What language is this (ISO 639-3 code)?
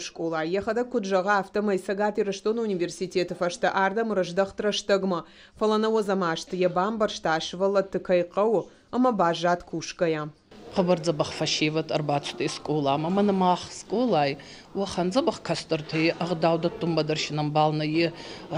oss